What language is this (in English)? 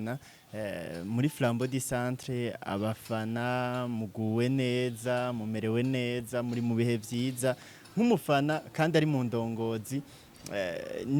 Rundi